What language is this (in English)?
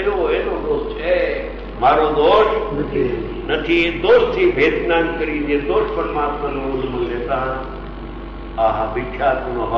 Gujarati